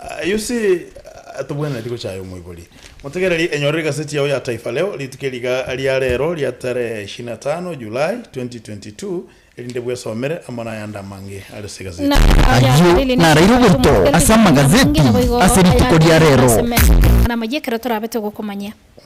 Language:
Gusii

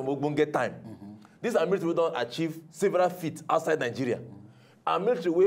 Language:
Nigerian Pidgin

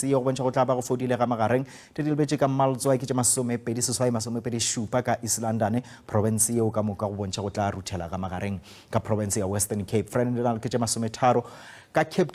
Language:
Northern Sotho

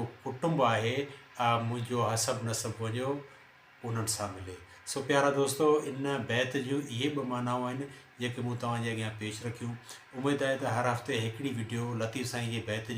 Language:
Sindhi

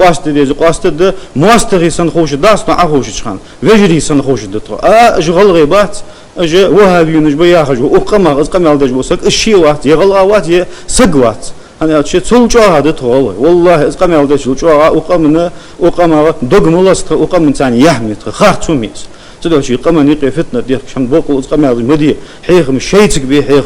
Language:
Ingush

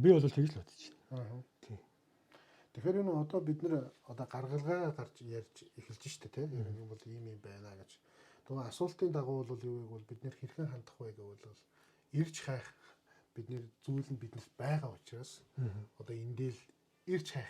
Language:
Mongolian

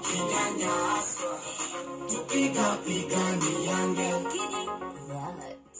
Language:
Swahili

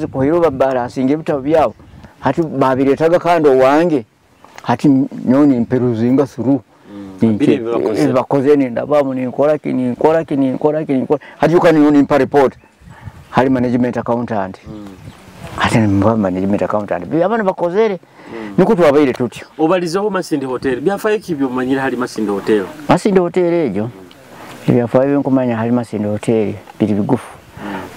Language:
Nyoro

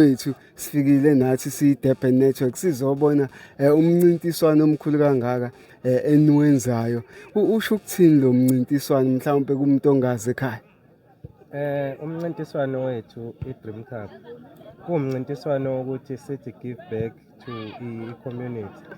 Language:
Zulu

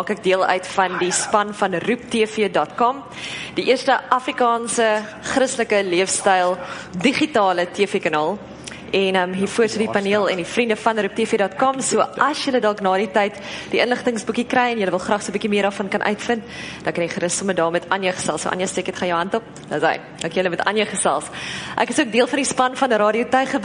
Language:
Afrikaans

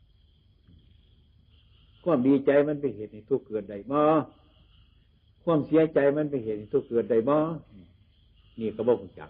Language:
Northeastern Thai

